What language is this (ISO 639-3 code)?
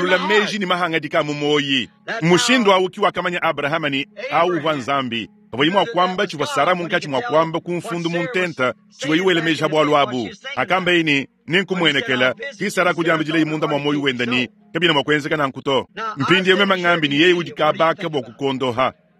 lua